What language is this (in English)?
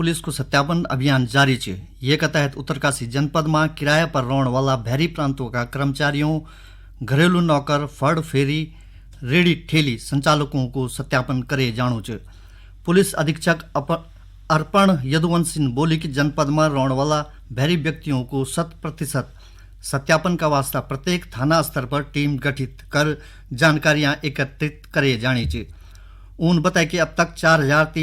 Garhwali